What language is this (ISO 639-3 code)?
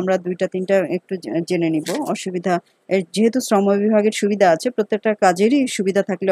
ben